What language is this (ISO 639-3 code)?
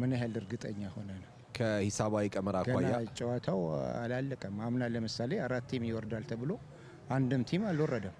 amh